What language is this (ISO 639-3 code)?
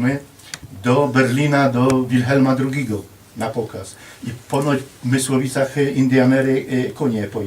szl